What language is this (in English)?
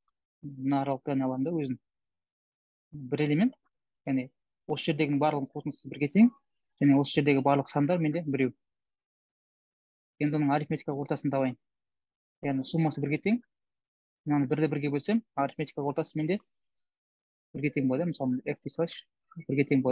Kazakh